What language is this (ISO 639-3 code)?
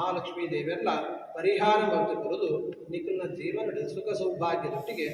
tcy